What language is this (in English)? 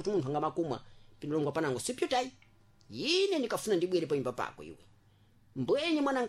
Sena